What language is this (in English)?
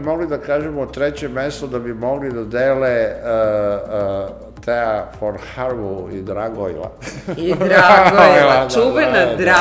Serbian